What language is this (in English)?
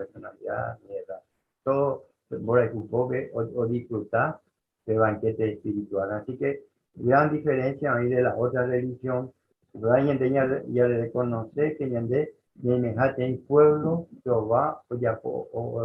Guarani